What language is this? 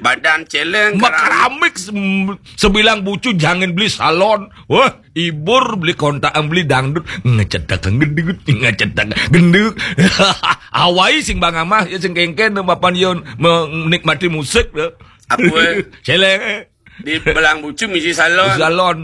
Balinese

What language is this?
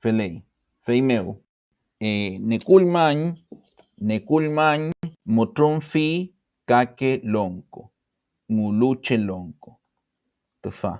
Mapuche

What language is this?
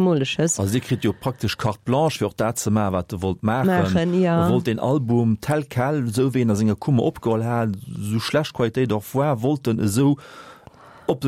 Luxembourgish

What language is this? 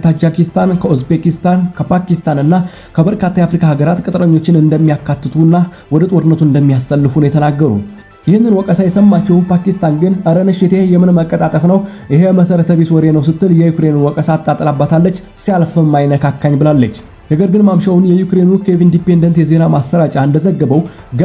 Amharic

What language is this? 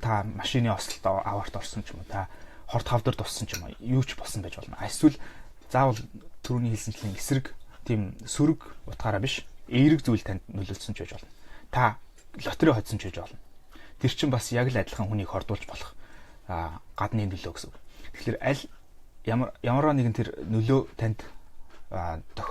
Mongolian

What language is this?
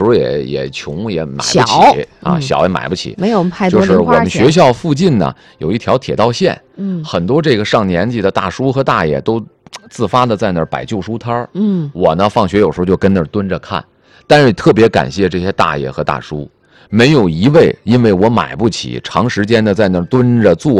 Chinese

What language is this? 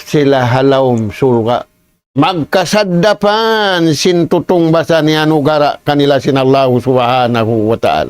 Tausug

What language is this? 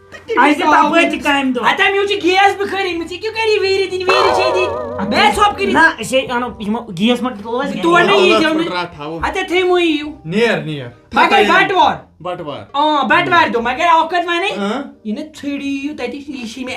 Kashmiri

